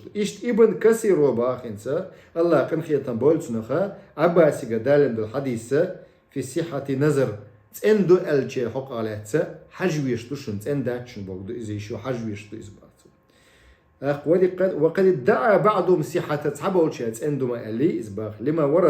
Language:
Chechen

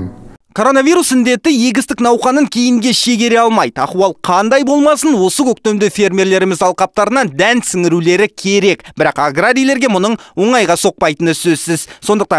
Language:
Kazakh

